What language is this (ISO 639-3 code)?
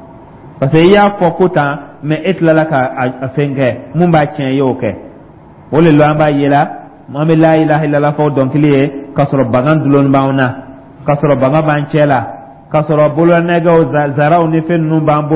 dyu